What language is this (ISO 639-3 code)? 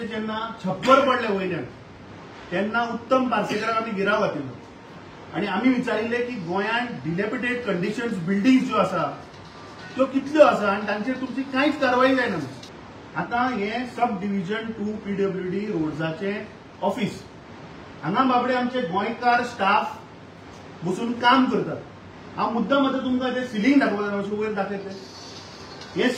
kok